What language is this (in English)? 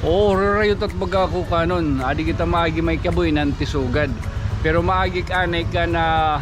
Waray